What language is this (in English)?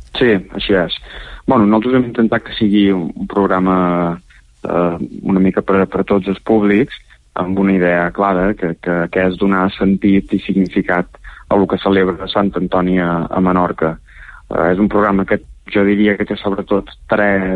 Catalan